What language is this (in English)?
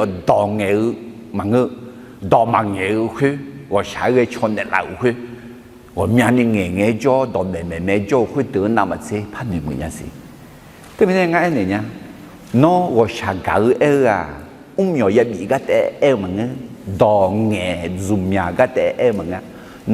Akha